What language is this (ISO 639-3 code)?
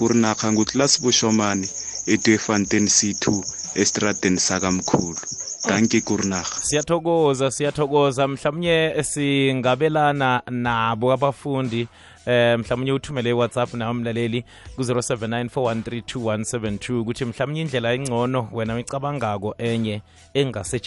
nbl